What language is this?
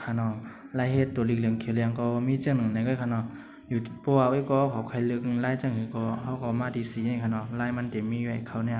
Shan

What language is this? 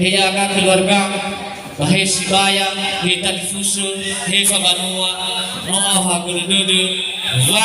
Nias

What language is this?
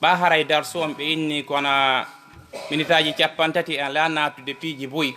Fula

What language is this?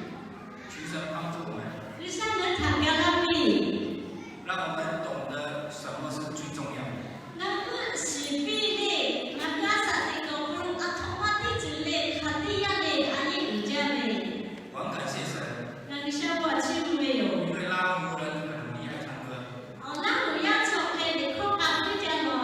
Lahu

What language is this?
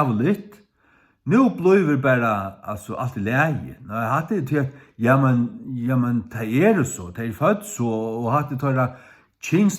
Faroese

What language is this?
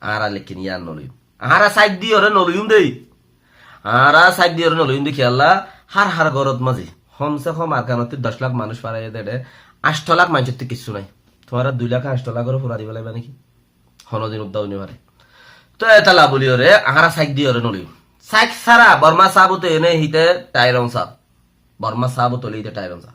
Rohingya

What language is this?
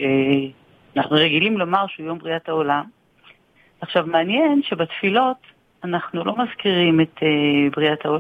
Hebrew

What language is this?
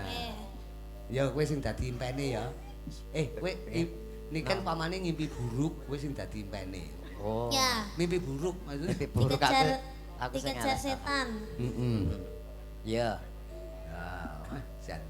Javanese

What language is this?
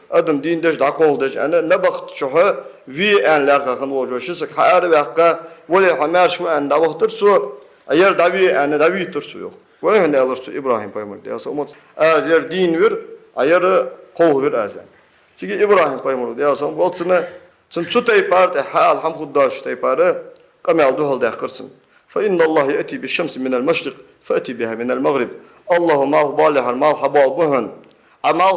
Ingush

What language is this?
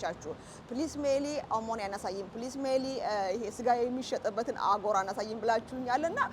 Amharic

